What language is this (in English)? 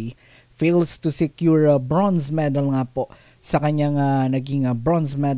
Filipino